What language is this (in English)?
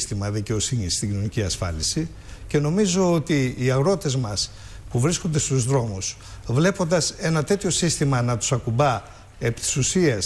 Greek